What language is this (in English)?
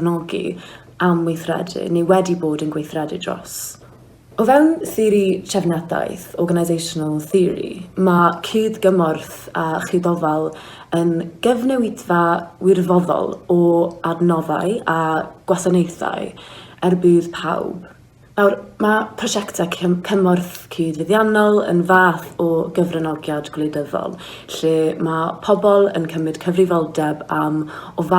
Welsh